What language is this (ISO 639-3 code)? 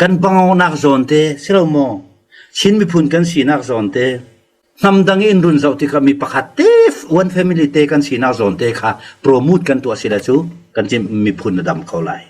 cfm